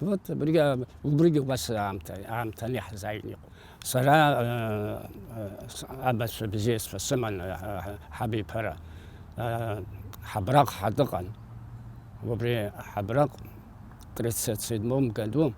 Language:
Abkhazian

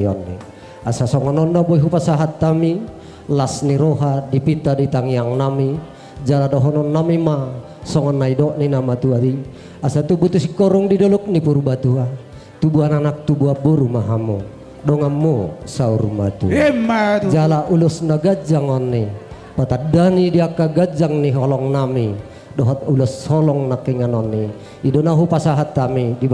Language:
Batak Toba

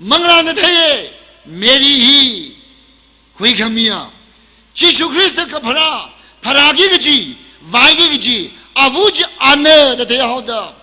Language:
Tangkhul Naga (India)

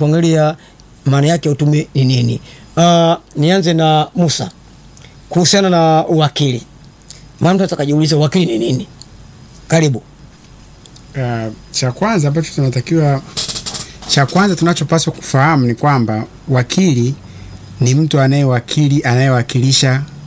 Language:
Swahili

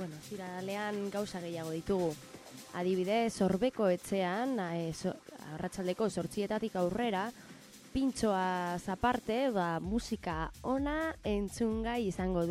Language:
Basque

